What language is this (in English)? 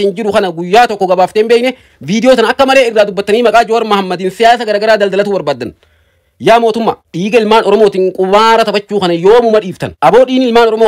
Oromo